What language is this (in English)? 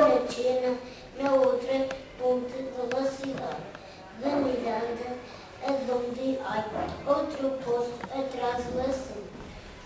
Mirandese